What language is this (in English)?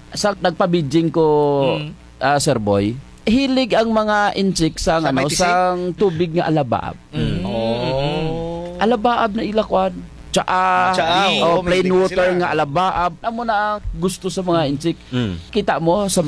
Kinaray-a